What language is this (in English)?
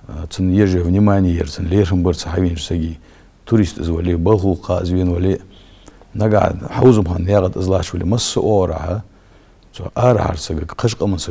Ingush